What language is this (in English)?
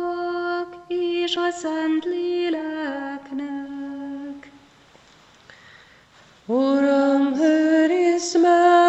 Hungarian